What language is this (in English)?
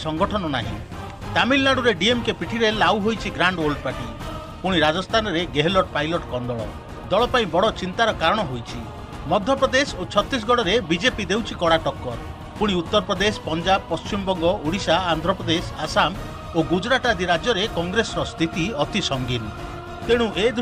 Odia